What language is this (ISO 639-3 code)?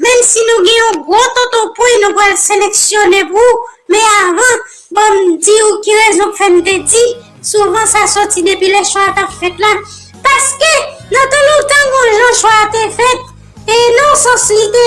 hat